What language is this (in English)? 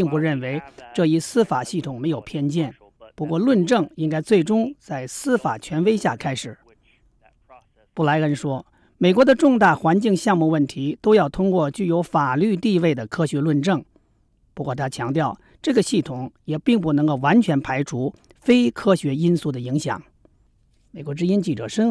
Chinese